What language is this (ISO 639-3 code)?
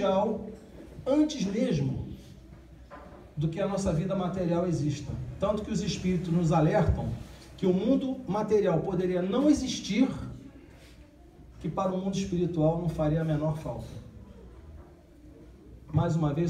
por